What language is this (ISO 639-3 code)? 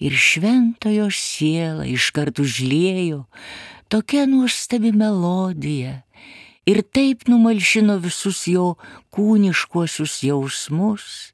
lit